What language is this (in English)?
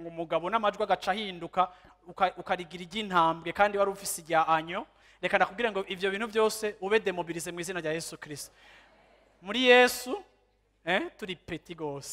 Rundi